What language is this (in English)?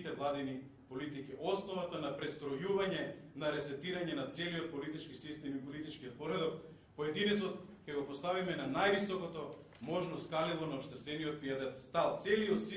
Macedonian